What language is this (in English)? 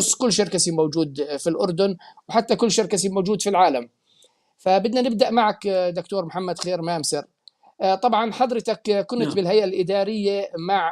North Levantine Arabic